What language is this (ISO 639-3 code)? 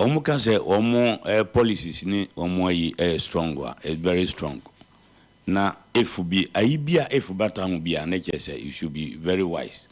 aka